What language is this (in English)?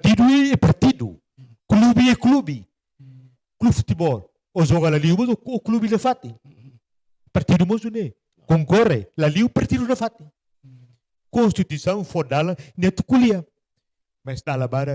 Tetum